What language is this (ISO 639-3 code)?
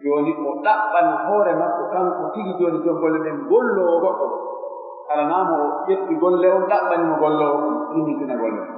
fuf